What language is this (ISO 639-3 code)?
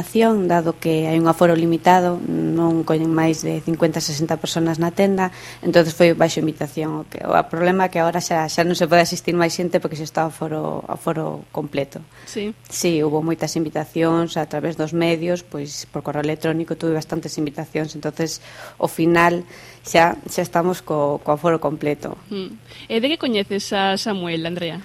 glg